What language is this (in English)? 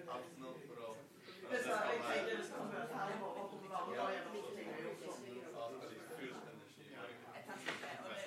Norwegian